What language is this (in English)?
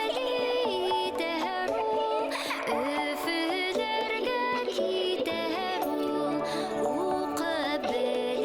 Bashkir